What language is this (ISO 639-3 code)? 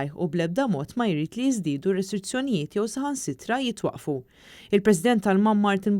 mlt